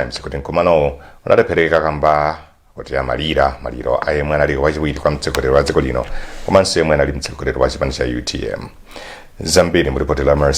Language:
Nyanja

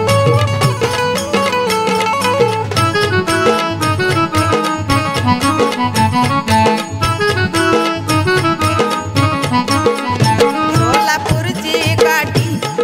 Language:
Marathi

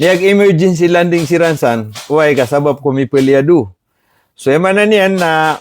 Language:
Maranao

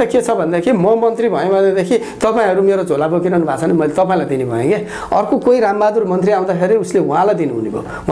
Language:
Nepali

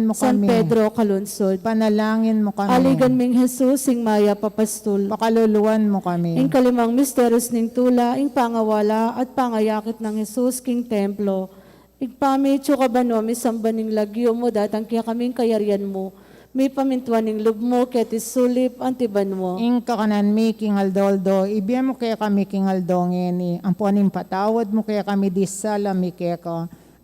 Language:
Pampanga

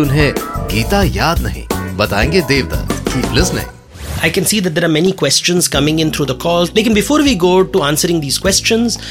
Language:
Hindi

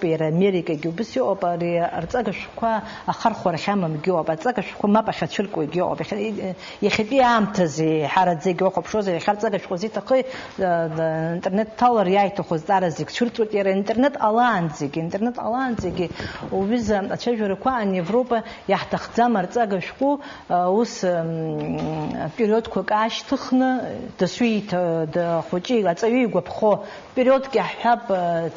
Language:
Abkhazian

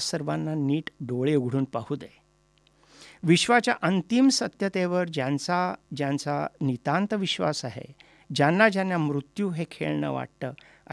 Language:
Marathi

